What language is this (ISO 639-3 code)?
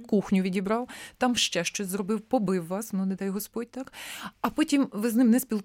ukr